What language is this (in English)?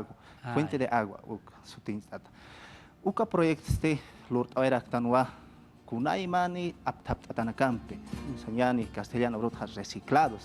Aymara